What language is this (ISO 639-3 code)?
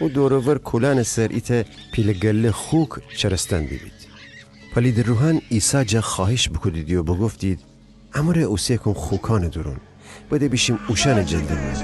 glk